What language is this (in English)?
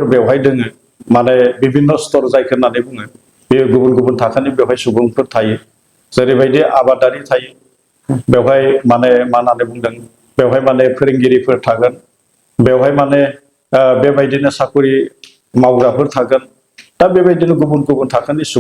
Bodo